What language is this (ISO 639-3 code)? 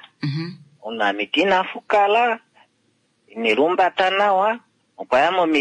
kua